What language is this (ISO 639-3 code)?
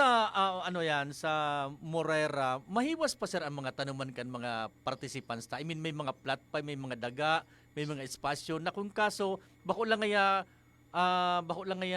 bik